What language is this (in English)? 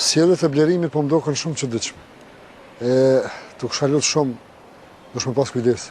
Albanian